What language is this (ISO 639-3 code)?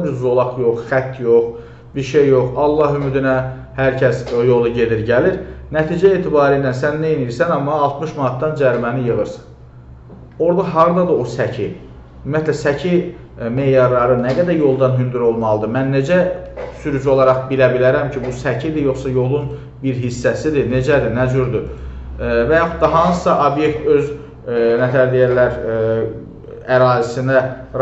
aze